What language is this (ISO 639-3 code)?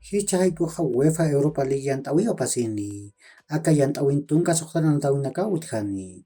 aym